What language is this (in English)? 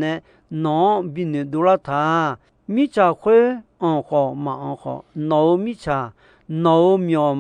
Akha